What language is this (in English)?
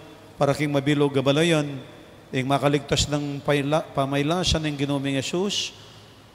Pampanga